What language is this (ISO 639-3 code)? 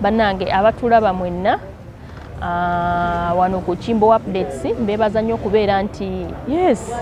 lug